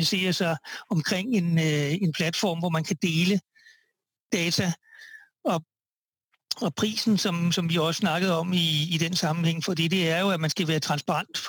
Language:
Danish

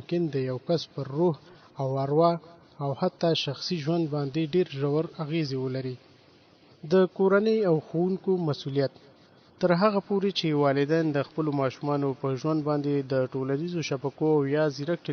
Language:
Pashto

